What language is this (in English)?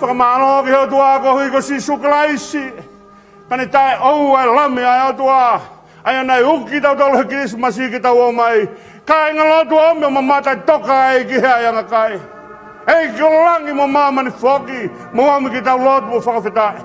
Tongan